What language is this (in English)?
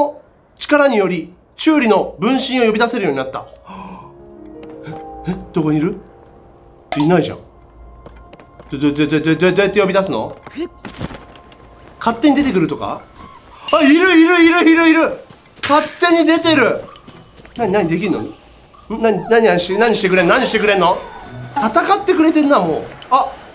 Japanese